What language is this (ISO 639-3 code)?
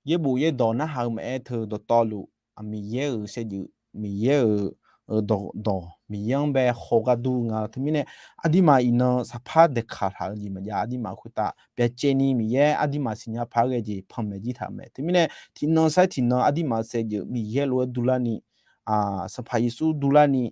ahk